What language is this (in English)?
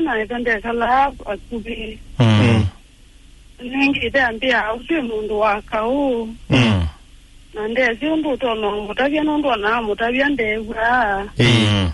Kamba